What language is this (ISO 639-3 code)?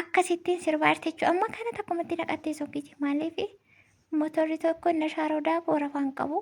orm